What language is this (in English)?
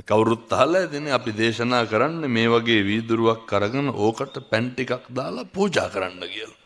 Sinhala